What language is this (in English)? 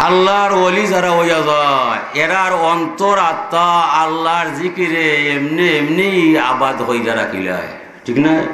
Sylheti